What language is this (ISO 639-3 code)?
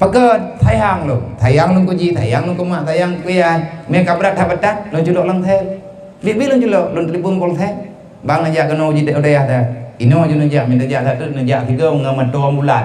ace